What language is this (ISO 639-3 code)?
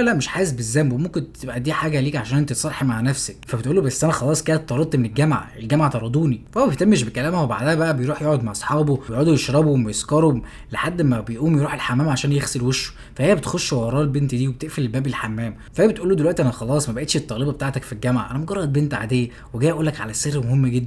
arz